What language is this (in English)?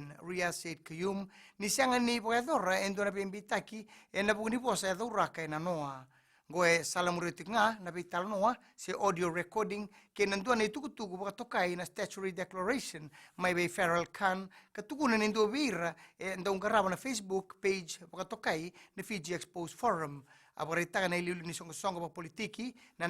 Fijian